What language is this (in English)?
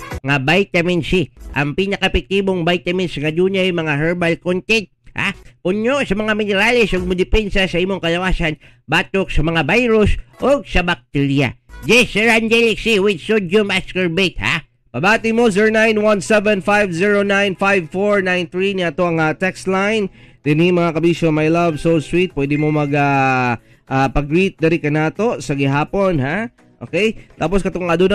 Cebuano